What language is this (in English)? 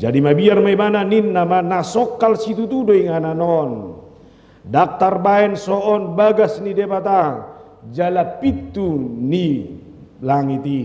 Batak Toba